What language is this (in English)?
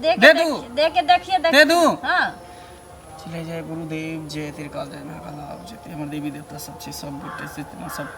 Maithili